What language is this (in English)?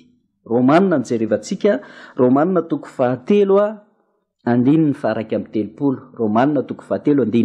Malagasy